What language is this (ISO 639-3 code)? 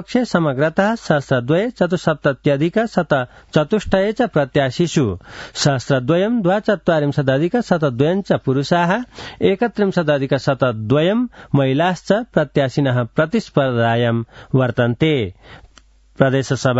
san